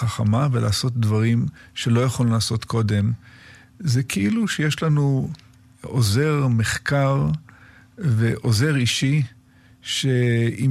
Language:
Hebrew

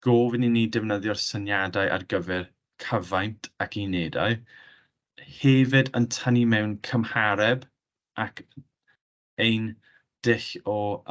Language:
Welsh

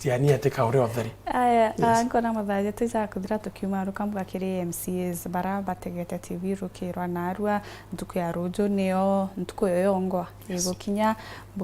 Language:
Meru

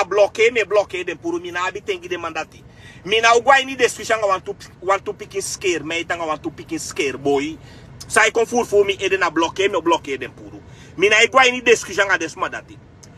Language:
Sranan Tongo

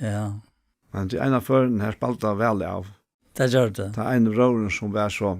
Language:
Faroese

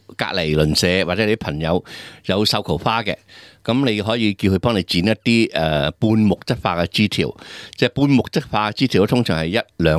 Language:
Cantonese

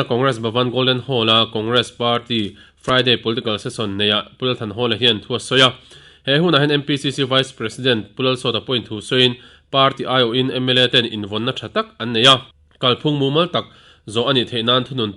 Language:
Mizo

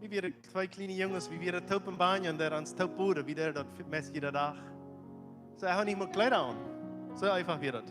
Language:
Plautdietsch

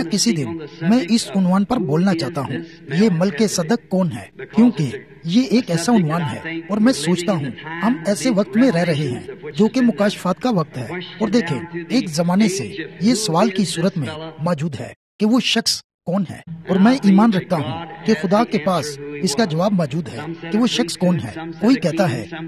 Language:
Urdu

